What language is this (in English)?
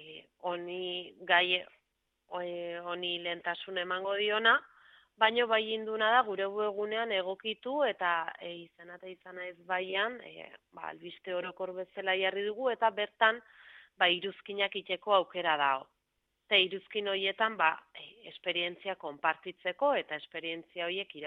Basque